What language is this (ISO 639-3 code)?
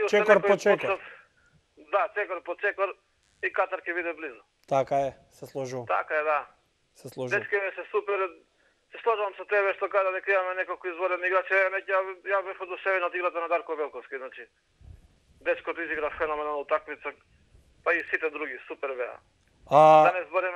mkd